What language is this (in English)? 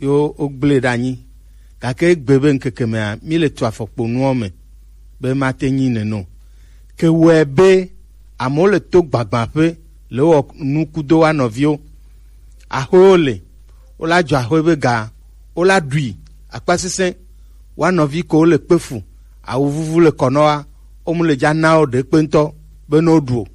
Gen